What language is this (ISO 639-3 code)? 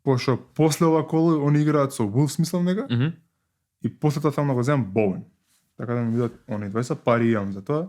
mkd